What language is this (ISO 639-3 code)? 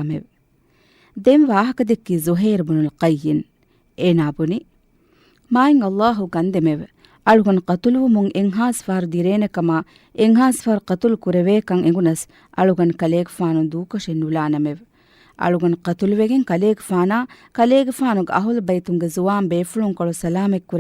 div